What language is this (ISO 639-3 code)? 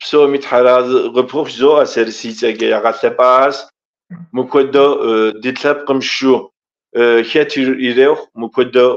kbd